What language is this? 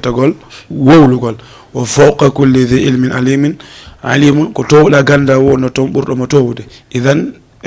Fula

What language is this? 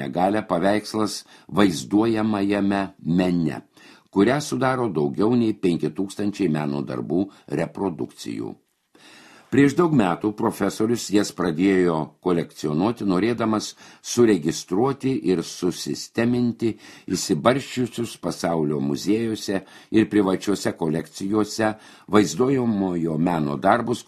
Lithuanian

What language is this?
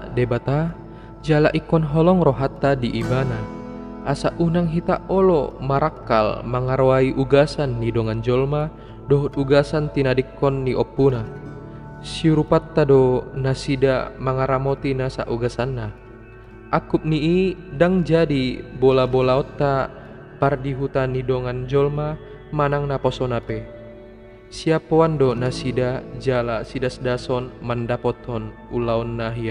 Batak Toba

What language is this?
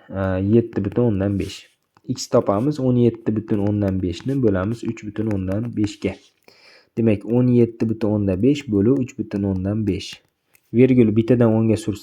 Uzbek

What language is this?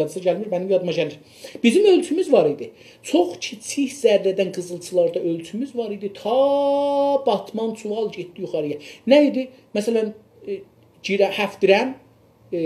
South Azerbaijani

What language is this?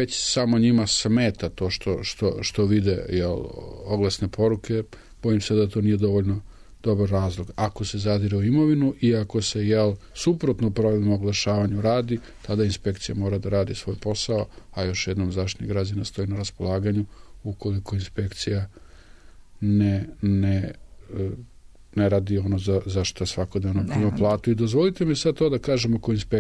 Serbian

